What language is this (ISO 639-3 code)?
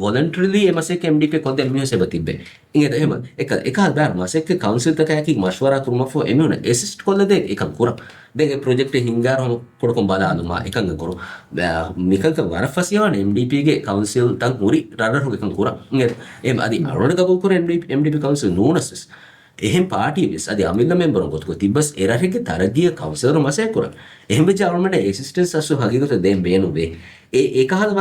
div